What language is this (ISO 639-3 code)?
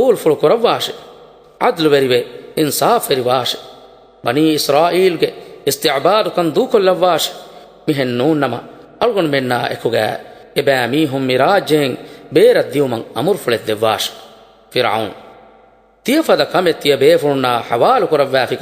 div